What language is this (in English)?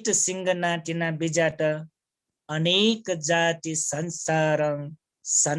Newari